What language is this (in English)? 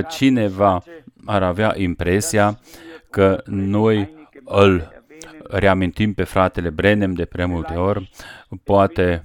Romanian